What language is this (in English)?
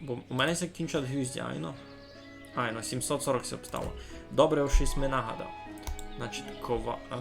Rusyn